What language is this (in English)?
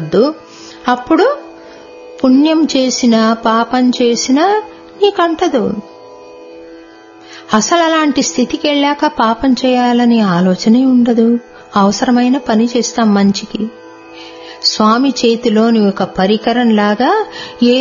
Telugu